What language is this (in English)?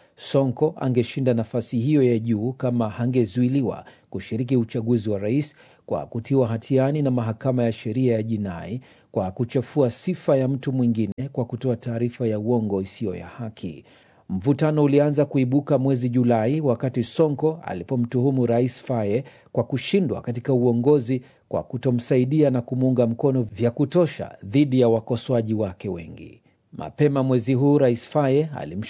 Swahili